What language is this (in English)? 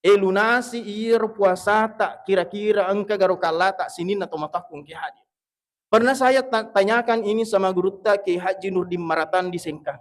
Buginese